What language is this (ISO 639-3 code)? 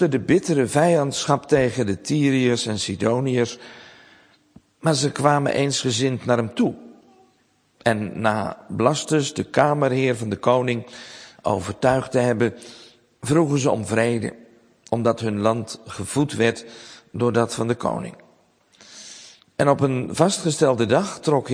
nld